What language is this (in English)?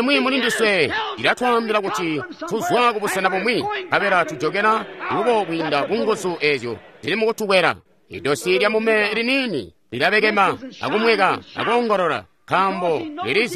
Tonga (Zambia)